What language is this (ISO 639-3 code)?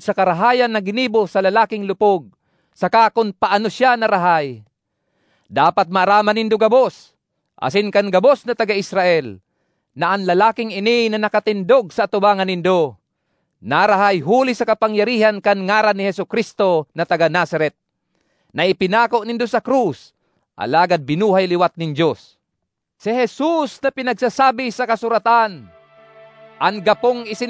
bik